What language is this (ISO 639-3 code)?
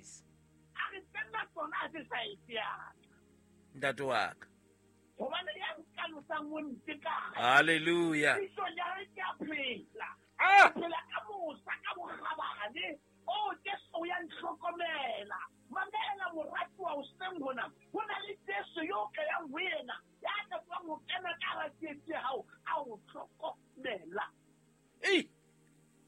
sot